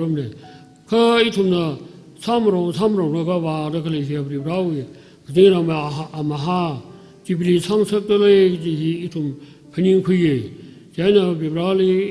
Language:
Tangkhul Naga (India)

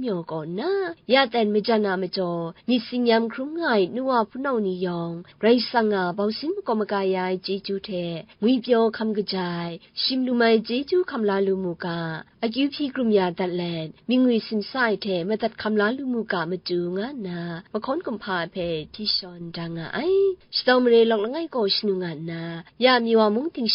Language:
Kachin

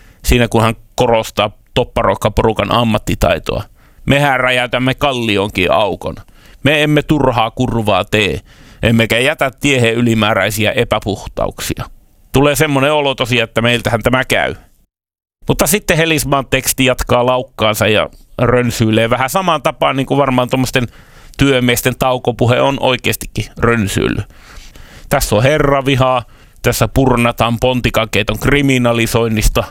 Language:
Finnish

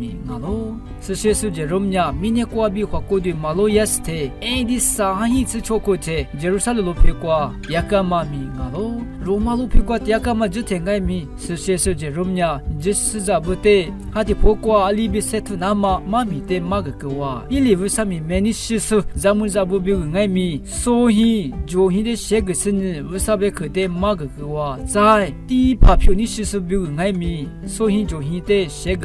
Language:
Lisu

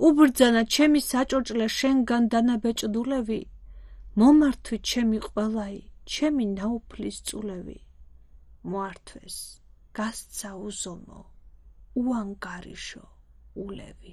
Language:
Georgian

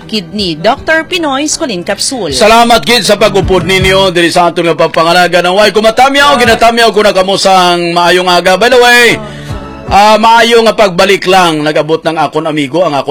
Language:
Hiligaynon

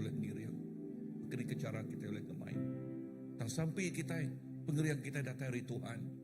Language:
Iban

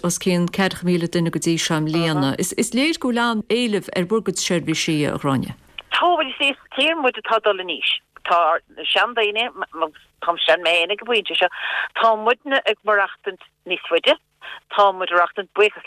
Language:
Irish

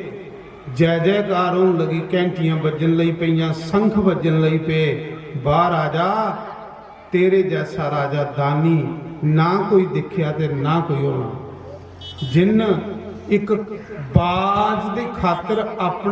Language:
Dogri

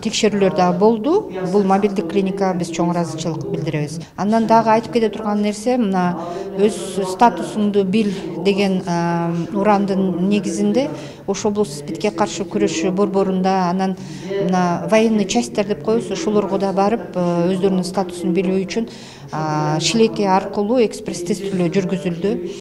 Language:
Kyrgyz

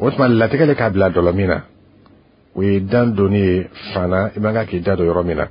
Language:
Bambara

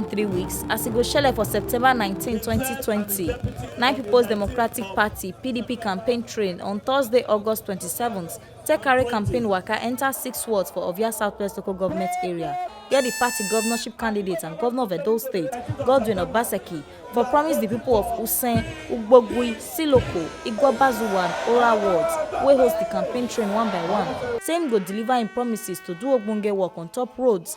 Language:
Nigerian Pidgin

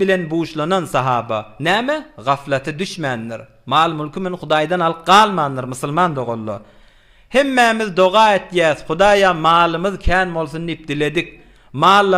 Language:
Turkmen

